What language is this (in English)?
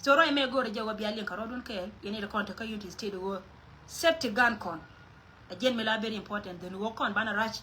Nuer